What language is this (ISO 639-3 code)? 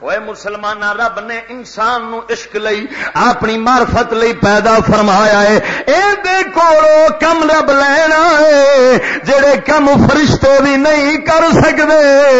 lah